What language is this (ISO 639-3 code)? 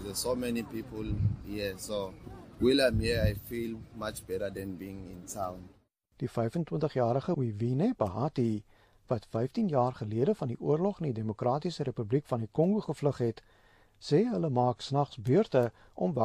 afr